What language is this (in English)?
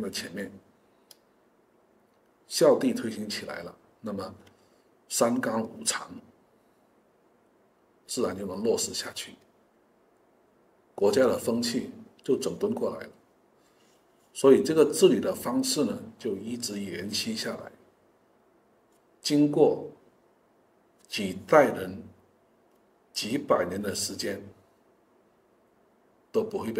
Chinese